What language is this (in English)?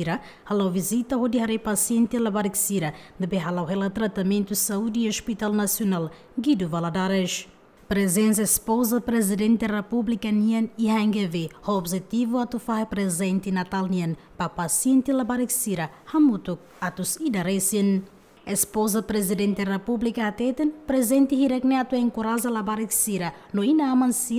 Tetum